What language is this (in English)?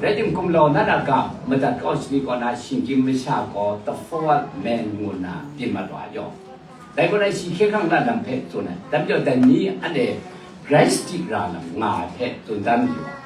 Kachin